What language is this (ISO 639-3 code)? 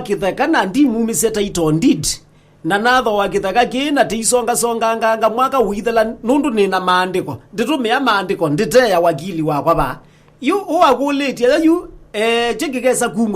kam